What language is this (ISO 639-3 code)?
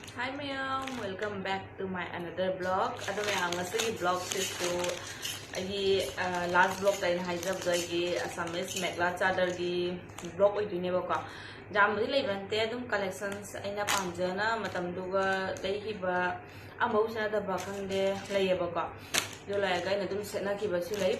mni